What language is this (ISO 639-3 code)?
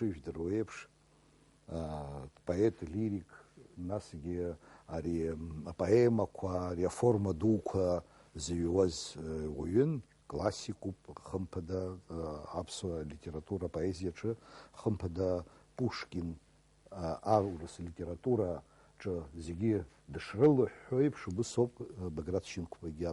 abk